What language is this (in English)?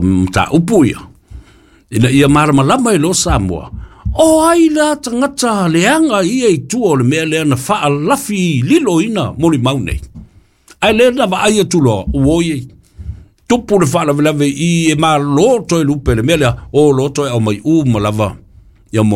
Samoan